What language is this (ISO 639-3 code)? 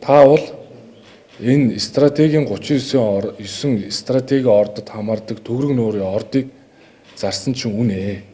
mon